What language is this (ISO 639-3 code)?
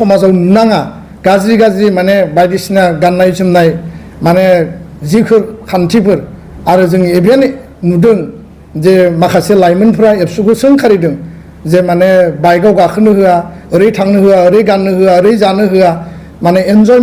brx